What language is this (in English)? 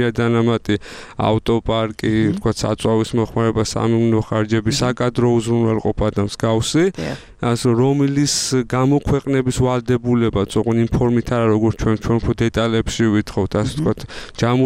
Georgian